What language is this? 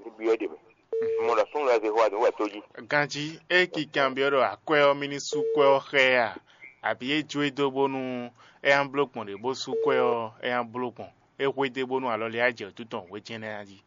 Fon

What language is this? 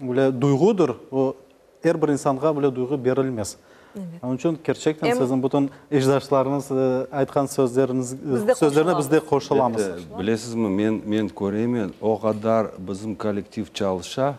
Crimean Tatar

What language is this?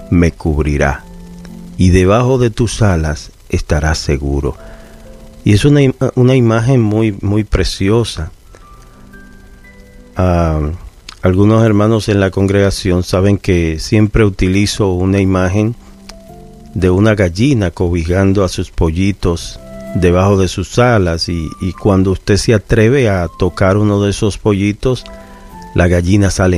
Spanish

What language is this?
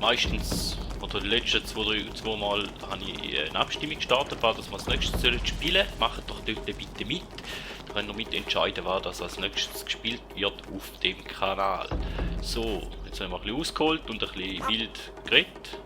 Swiss German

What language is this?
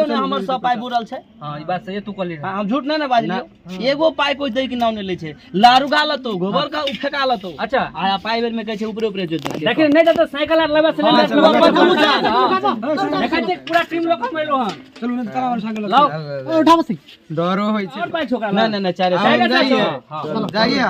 Maithili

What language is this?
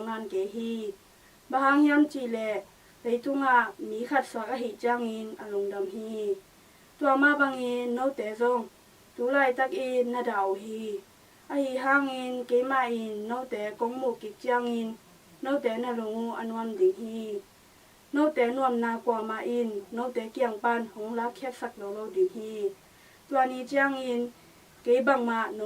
Tedim Chin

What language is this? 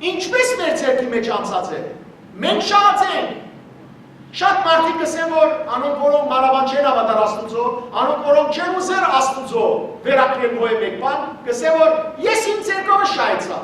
Western Armenian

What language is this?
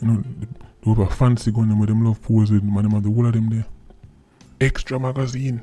Jamaican Creole English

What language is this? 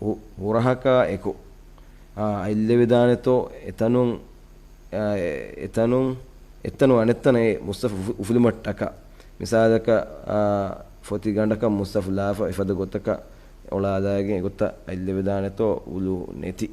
Divehi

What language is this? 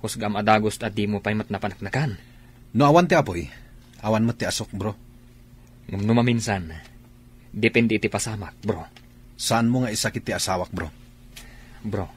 Iloko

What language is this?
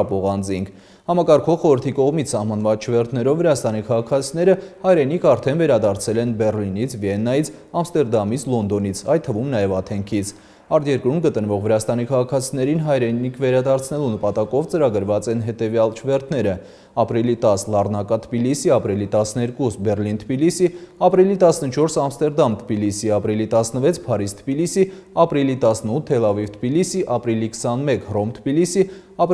Armenian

